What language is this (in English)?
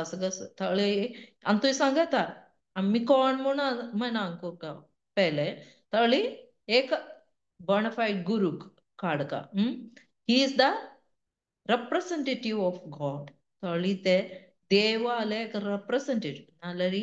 Konkani